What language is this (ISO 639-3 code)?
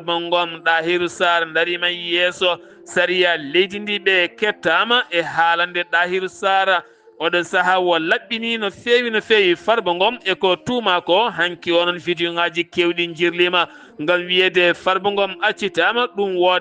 ful